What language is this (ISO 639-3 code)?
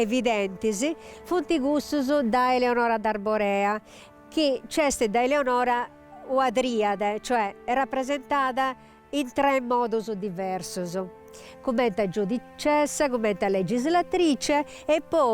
srd